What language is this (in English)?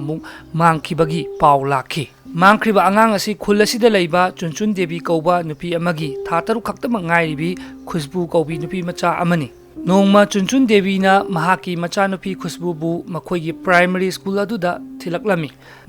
Manipuri